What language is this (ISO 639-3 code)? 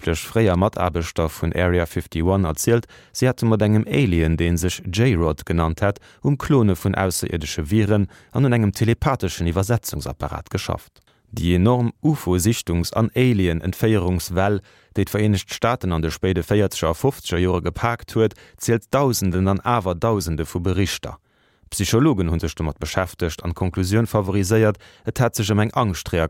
ltz